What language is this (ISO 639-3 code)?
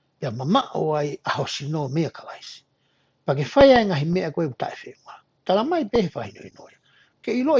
ton